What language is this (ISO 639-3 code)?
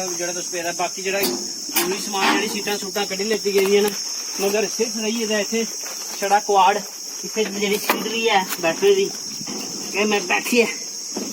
doi